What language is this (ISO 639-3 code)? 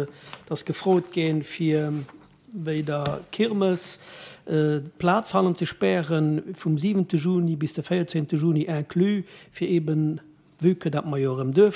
ltz